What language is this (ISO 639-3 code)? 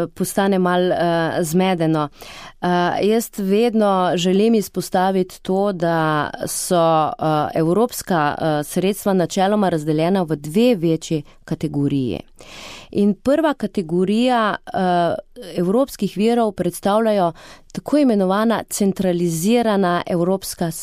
slv